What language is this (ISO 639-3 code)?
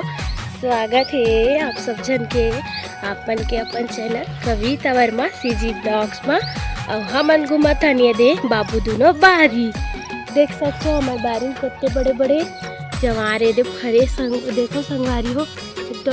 hne